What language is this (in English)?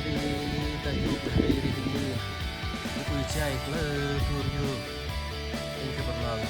Central Mnong